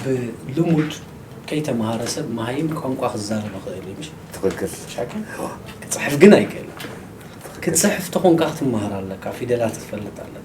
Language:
Tigrinya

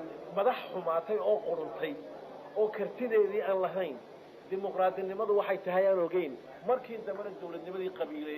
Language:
Somali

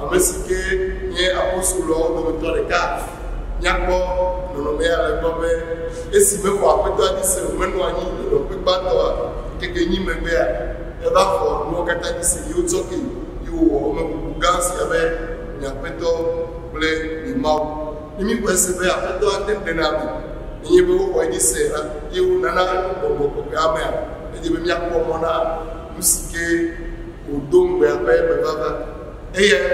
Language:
Ewe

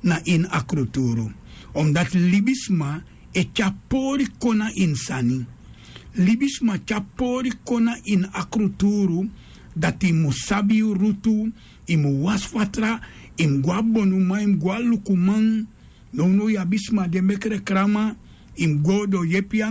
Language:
Sranan Tongo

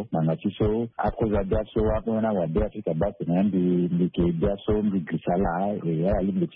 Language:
Sango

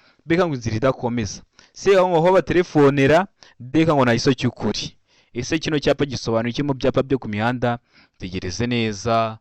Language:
Kinyarwanda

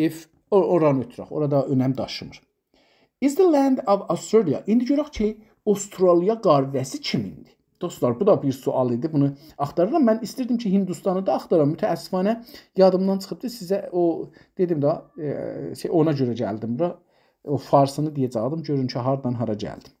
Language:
South Azerbaijani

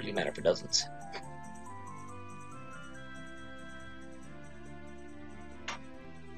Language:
English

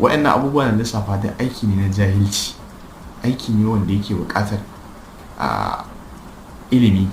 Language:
Hausa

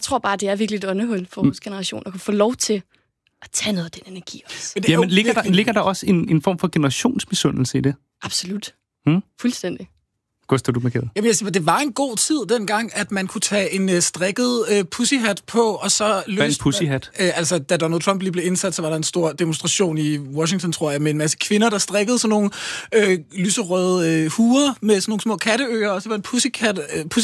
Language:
Danish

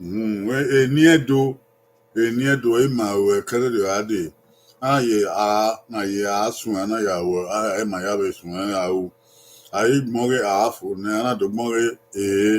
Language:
Bini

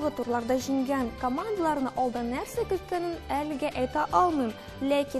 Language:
Tatar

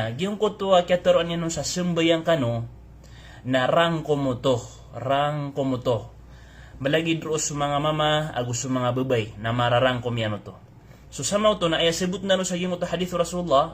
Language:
Maranao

